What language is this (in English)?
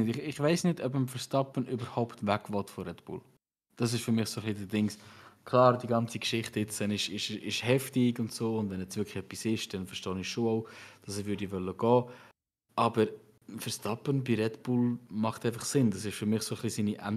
Swiss German